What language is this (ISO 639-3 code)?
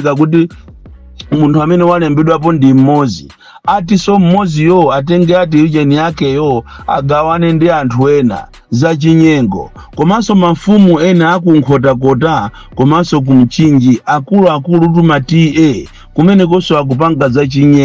nya